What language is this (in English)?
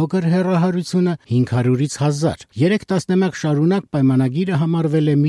Armenian